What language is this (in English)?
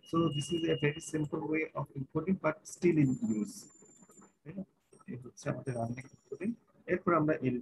Bangla